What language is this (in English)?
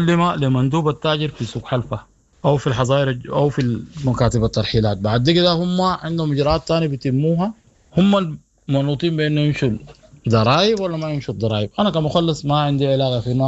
Sudanese Arabic